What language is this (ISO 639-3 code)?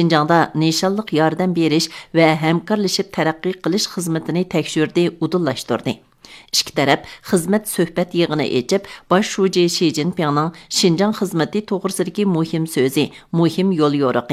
uig